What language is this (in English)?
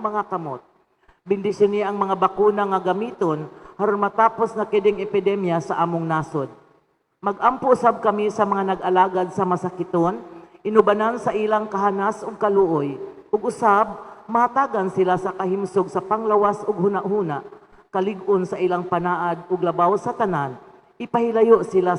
Cebuano